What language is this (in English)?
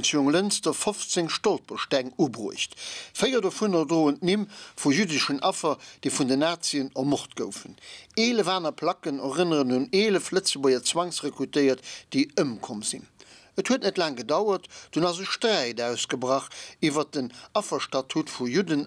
Luxembourgish